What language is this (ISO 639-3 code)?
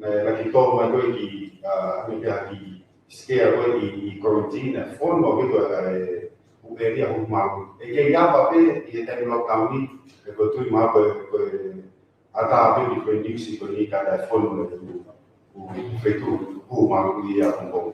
ton